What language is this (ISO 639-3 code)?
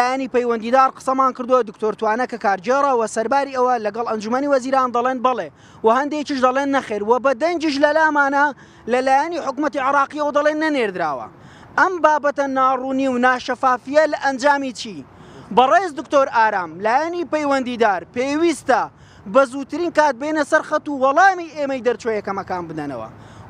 ckb